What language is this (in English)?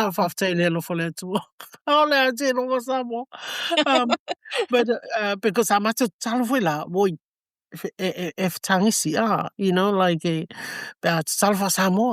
Samoan